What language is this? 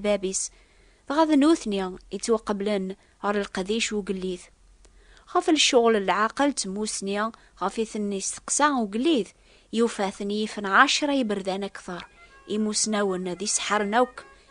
Kabyle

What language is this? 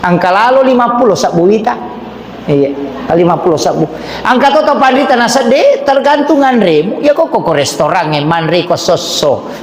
Buginese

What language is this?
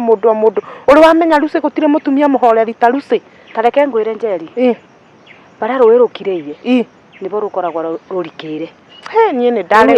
Kikuyu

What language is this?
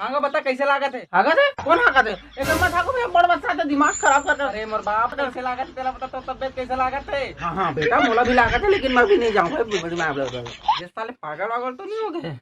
Chhattisgarhi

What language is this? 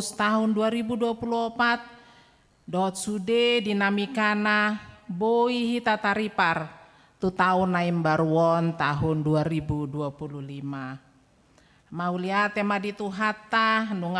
Batak Toba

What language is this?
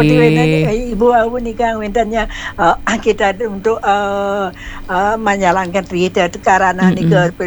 Balinese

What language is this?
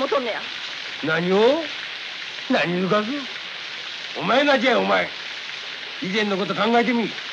Japanese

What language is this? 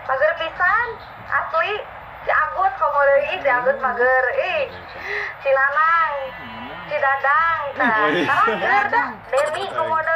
Sundanese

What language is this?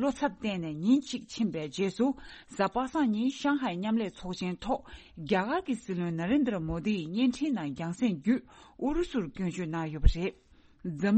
Tibetan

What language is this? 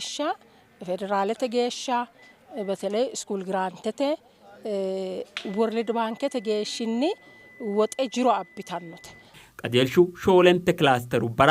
Sidamo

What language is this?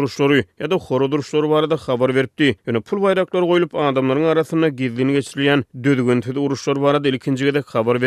Turkmen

